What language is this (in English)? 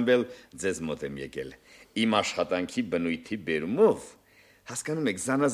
Armenian